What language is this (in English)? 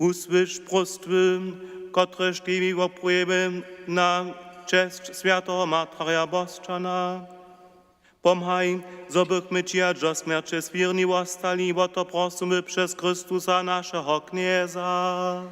Upper Sorbian